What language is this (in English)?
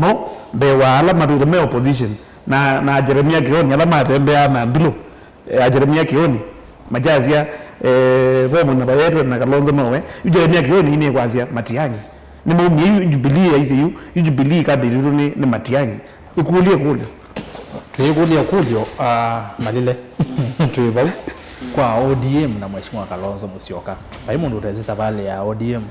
Kamba